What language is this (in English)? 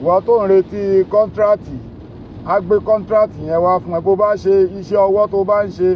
Yoruba